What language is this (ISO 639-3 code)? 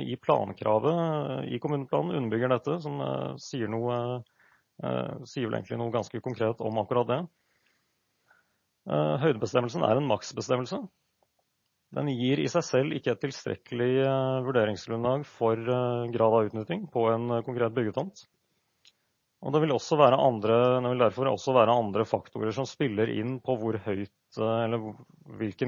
nor